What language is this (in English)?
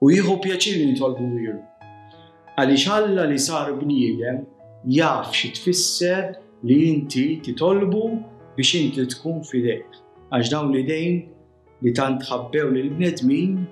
Maltese